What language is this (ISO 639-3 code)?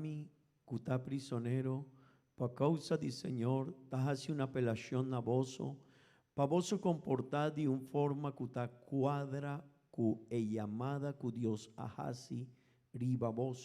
pap